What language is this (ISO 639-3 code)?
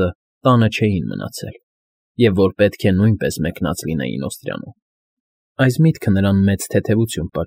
hye